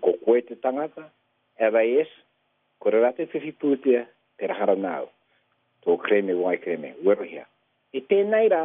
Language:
Māori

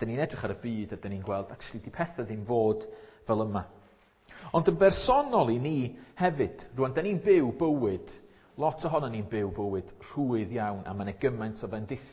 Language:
Welsh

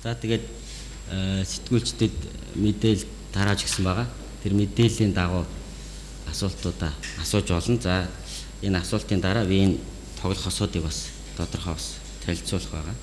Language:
Mongolian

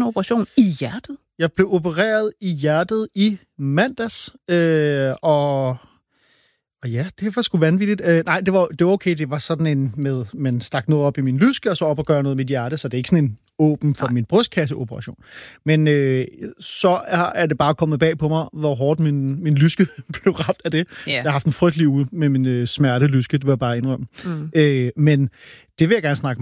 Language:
Danish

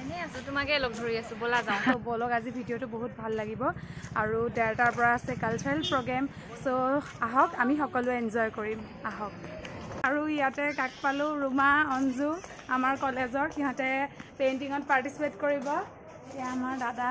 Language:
Assamese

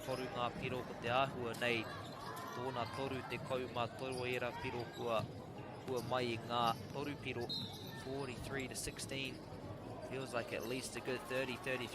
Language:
Māori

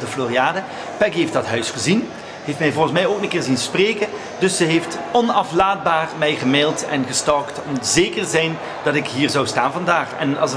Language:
Dutch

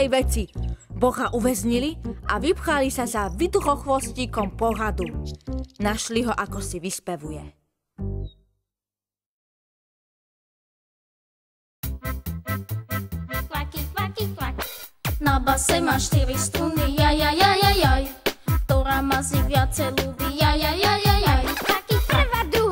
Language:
Slovak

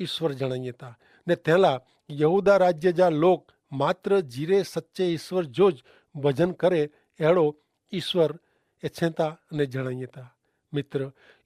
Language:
Kachhi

